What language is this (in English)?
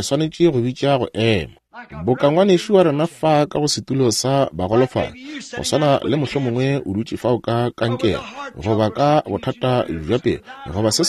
Northern Sotho